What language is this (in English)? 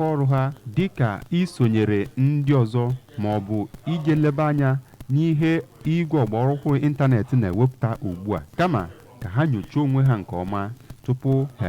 Igbo